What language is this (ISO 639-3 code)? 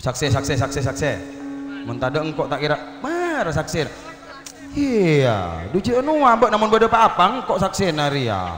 mad